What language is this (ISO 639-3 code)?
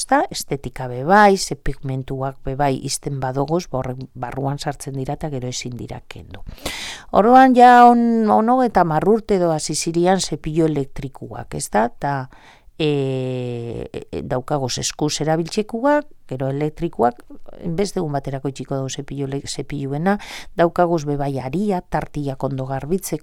eus